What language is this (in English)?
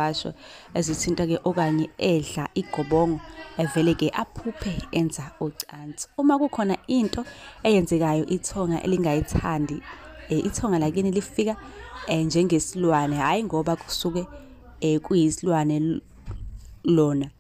Zulu